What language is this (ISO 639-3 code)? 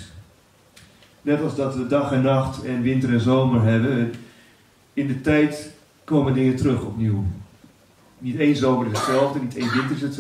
nld